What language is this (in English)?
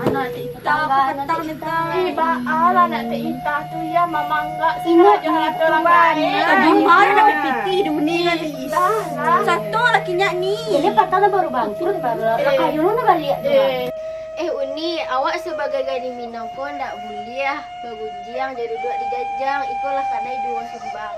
Minangkabau